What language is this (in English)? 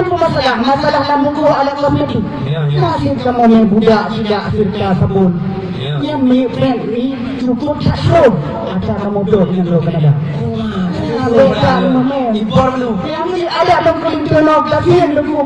Achinese